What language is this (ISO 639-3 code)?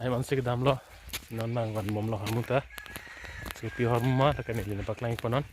mjw